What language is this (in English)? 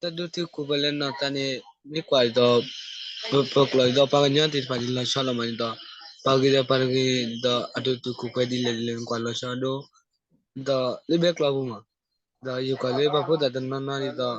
S'gaw Karen